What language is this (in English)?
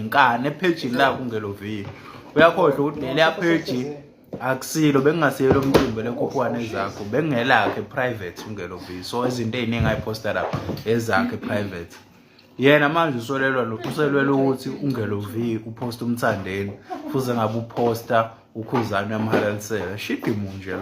Zulu